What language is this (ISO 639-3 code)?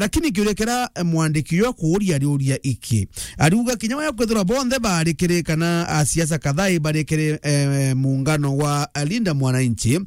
mer